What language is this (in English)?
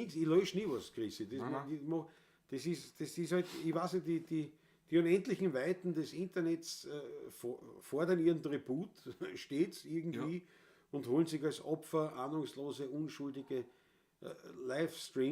Bavarian